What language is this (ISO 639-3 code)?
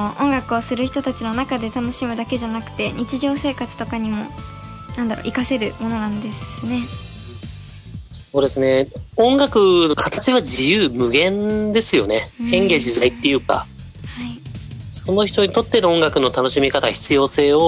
jpn